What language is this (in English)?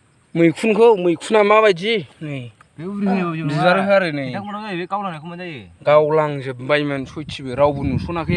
Bodo